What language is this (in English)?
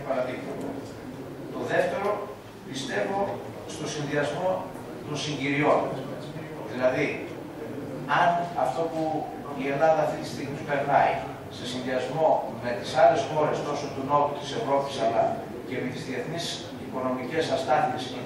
Greek